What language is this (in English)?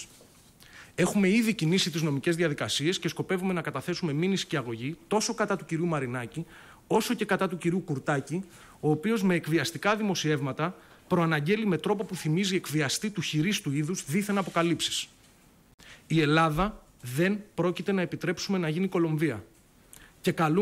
Greek